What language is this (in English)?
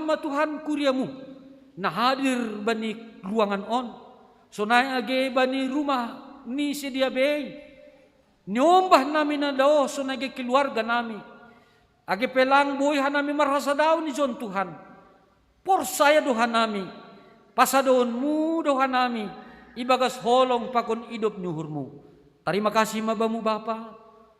Batak Simalungun